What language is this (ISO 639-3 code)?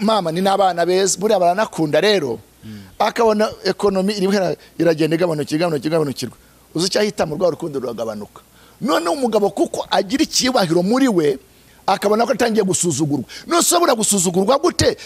kin